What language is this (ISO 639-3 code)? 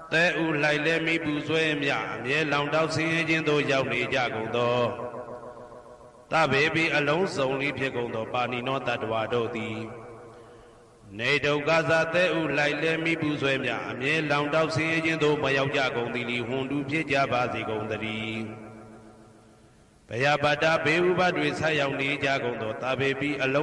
mya